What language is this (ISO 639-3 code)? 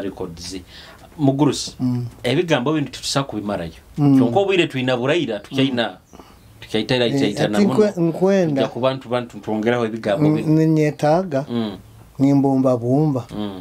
nyo